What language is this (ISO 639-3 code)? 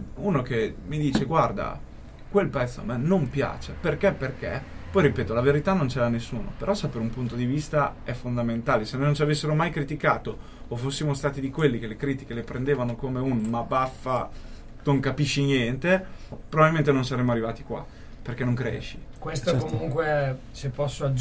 ita